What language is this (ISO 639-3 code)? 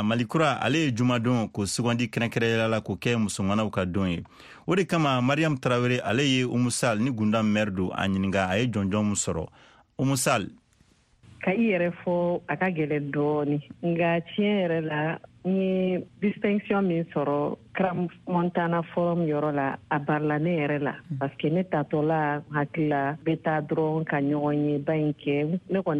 bam